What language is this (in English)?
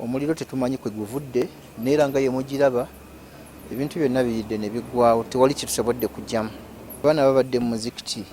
Ganda